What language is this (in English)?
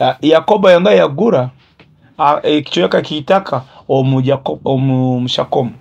Nyoro